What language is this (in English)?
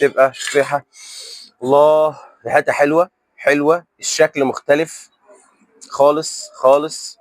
Egyptian Arabic